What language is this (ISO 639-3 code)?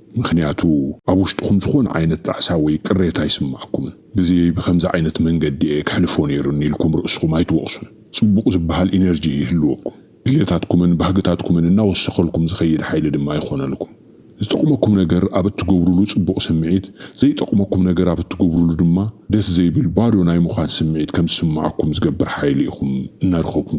tir